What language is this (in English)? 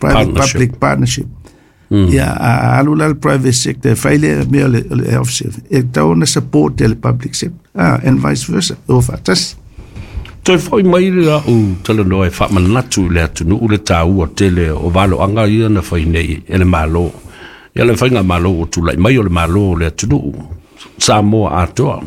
Samoan